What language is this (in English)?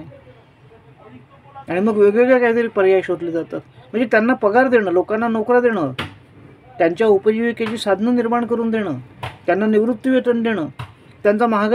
Marathi